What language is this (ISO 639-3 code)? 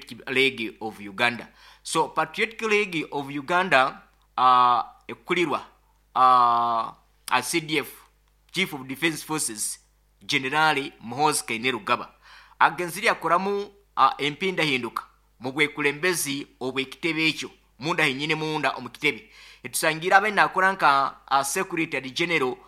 nyo